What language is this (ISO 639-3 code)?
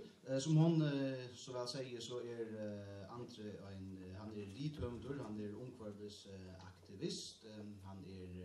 fao